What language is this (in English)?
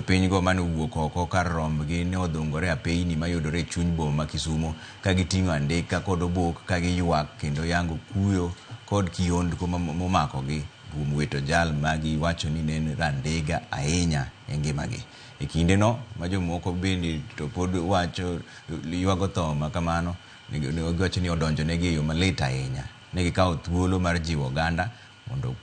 Luo (Kenya and Tanzania)